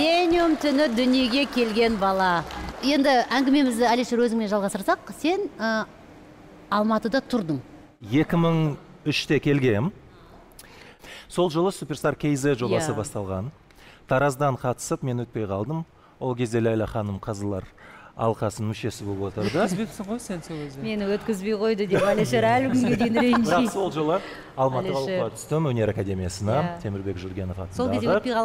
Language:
Kazakh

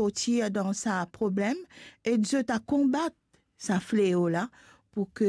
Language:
Morisyen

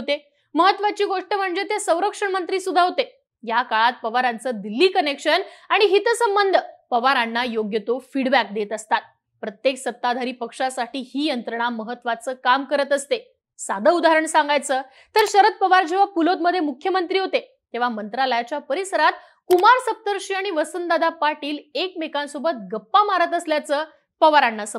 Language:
Marathi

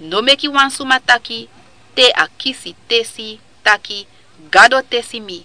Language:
Sranan Tongo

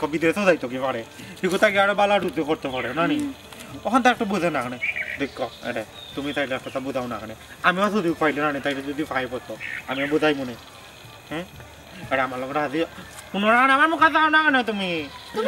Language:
Sylheti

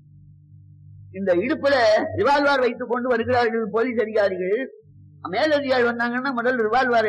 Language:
Tamil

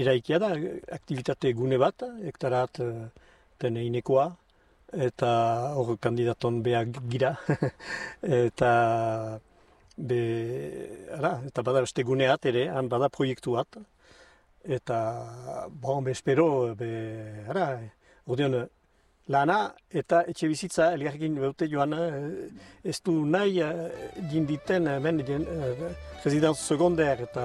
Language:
Basque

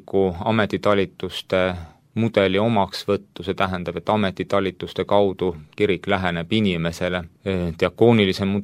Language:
Estonian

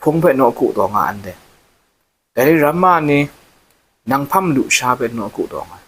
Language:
Kachin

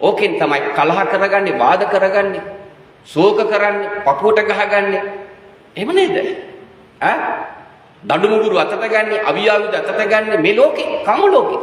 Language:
Sinhala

